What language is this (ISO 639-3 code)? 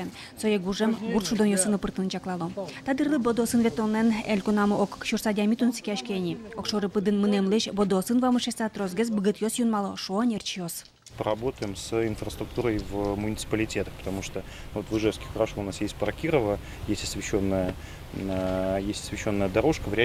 udm